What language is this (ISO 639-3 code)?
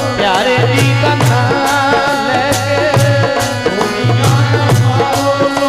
pan